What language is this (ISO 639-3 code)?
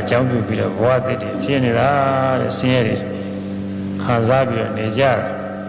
mya